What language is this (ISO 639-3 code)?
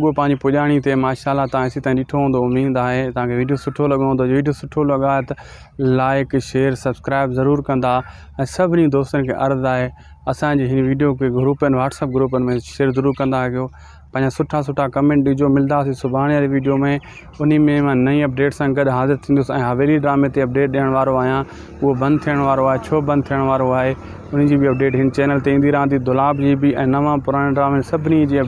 snd